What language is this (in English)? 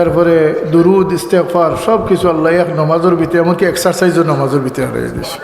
Sylheti